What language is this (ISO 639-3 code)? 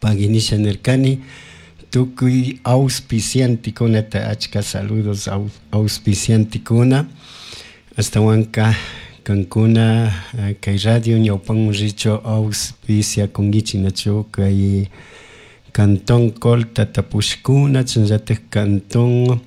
qug